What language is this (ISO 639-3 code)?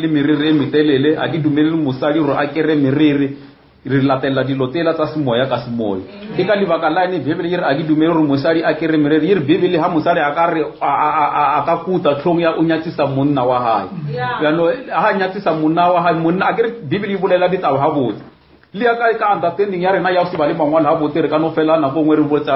nso